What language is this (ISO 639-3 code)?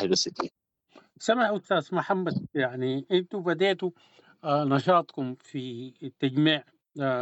apd